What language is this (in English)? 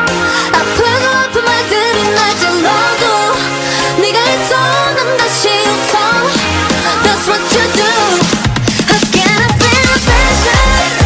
Korean